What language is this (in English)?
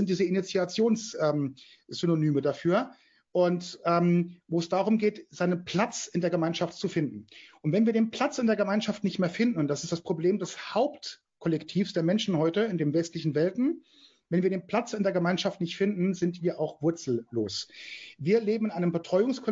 German